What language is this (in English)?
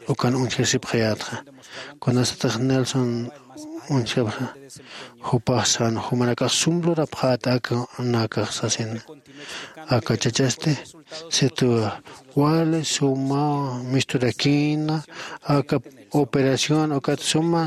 Aymara